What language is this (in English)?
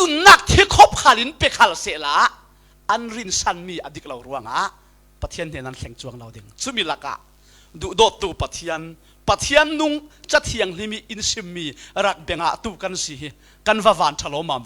Falam Chin